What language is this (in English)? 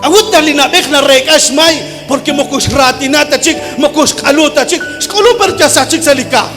Kekchí